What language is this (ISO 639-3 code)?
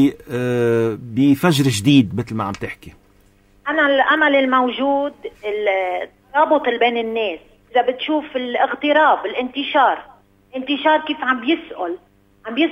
apc